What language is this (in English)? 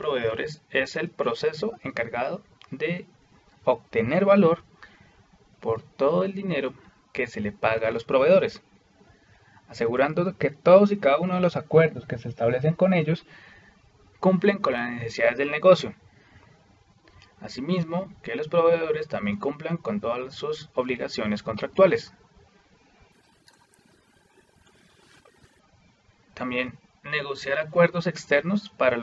Spanish